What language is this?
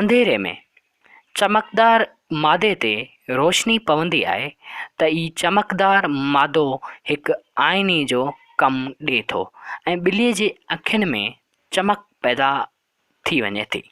Sindhi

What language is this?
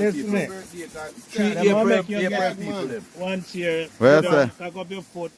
Jamaican Creole English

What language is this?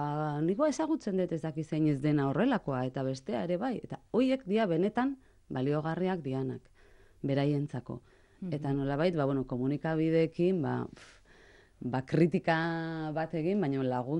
Basque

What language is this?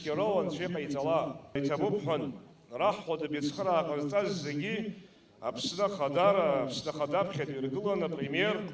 Abkhazian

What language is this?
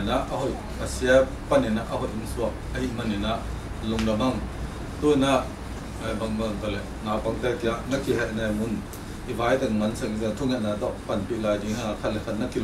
Tedim Chin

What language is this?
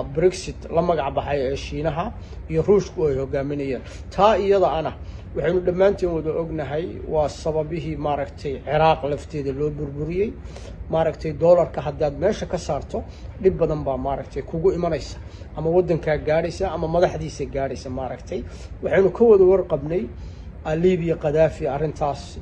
Somali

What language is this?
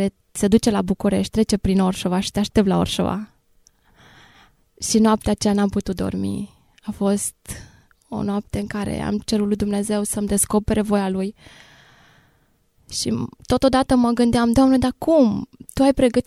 Romanian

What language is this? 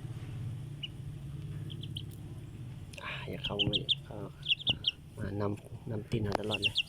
Lao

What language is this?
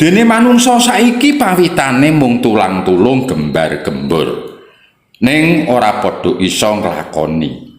Javanese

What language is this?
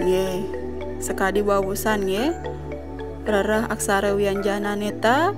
Balinese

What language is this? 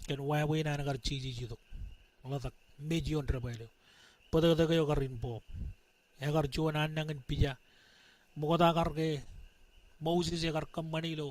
Marshallese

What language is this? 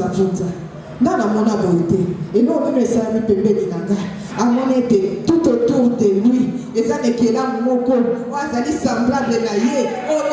Lingala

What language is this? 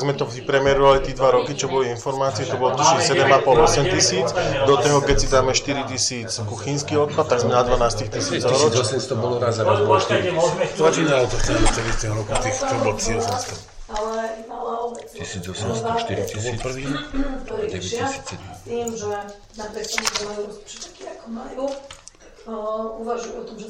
Slovak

